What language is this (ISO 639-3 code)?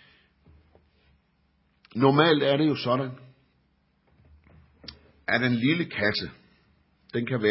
dan